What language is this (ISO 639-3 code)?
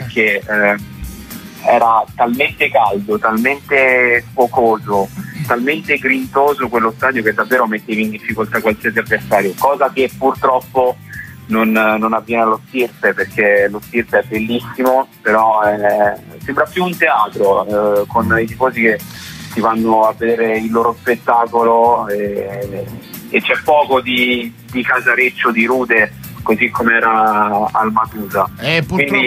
ita